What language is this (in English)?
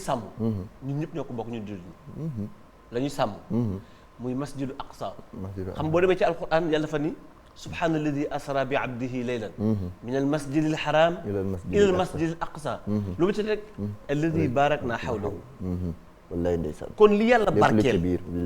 Wolof